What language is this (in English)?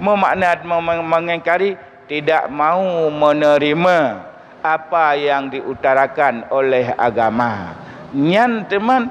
Achinese